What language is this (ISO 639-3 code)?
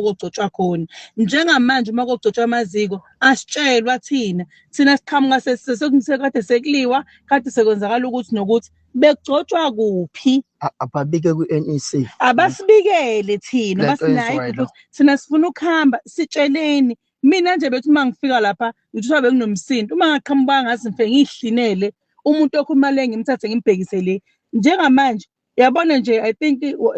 zul